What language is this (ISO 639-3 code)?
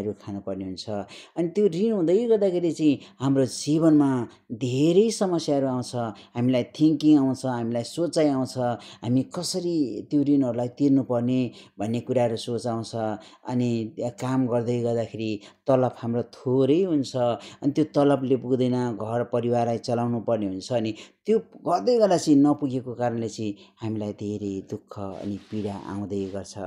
nep